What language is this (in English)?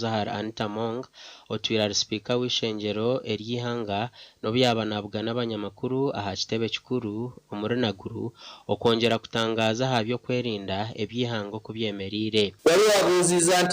Nyankole